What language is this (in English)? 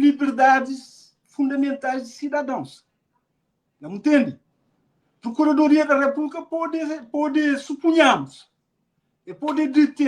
Kabuverdianu